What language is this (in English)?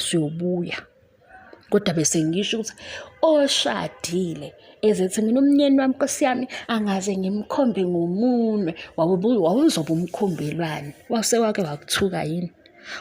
Zulu